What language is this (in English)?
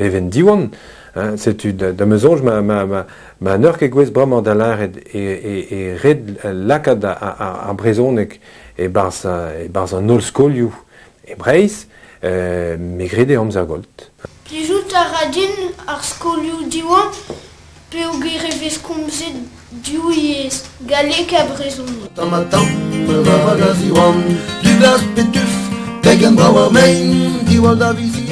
Breton